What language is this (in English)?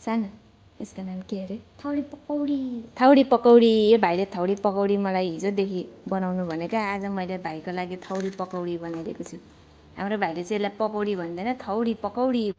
Nepali